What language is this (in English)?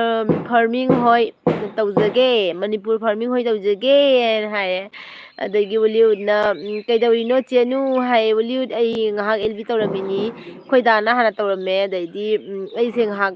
Manipuri